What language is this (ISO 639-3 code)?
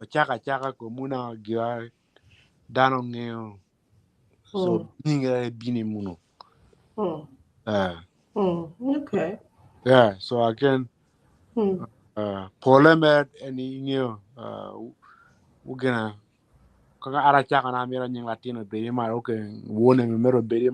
ach